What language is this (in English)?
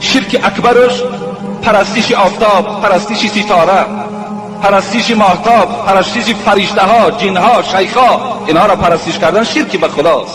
Tajik